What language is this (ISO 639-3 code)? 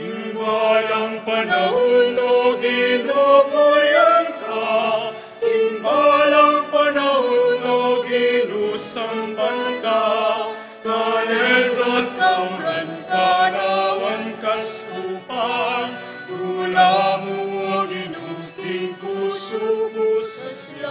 pam